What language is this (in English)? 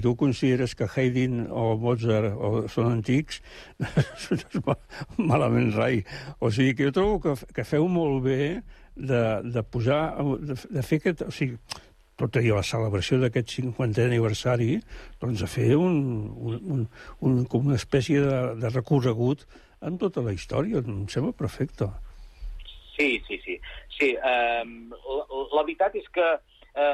Catalan